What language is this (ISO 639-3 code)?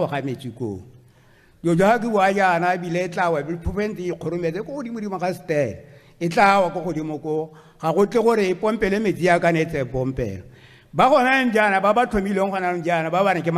tsn